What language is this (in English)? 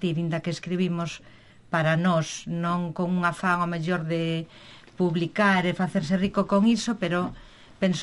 Galician